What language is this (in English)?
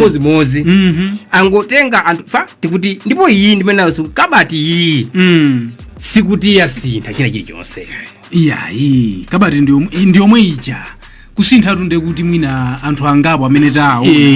Nyanja